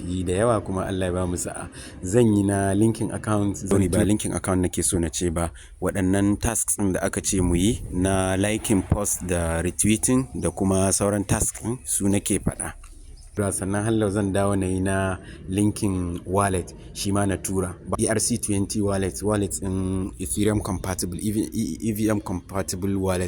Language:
Hausa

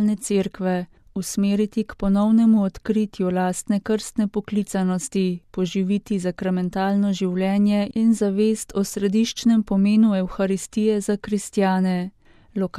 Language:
Slovenian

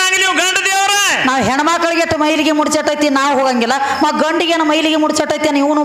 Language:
Kannada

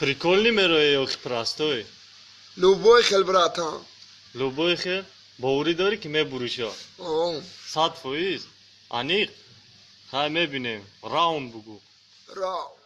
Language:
Tajik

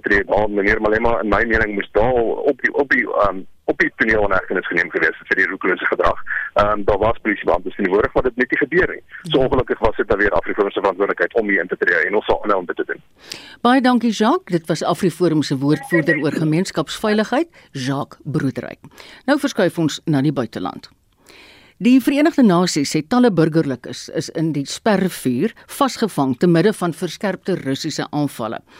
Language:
Afrikaans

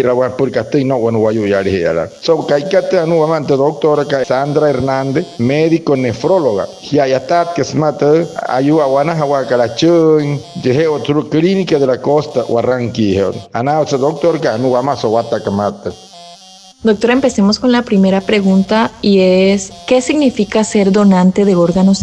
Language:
Wayuu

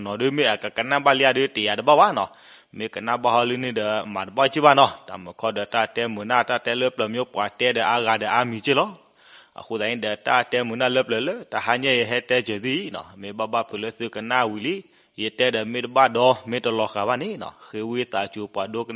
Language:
S'gaw Karen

